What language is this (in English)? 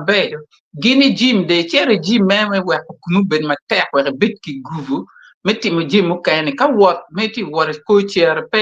Acoli